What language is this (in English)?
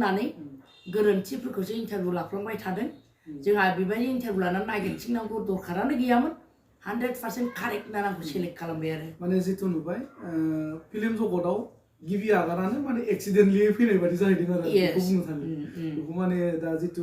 Bodo